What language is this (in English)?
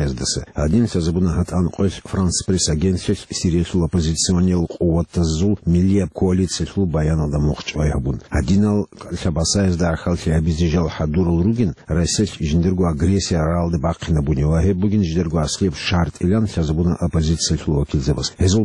Avaric